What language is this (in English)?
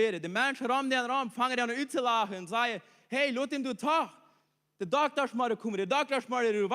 Plautdietsch